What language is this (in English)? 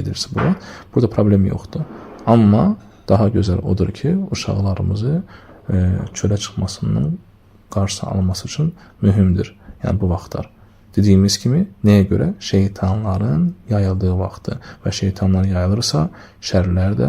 Azerbaijani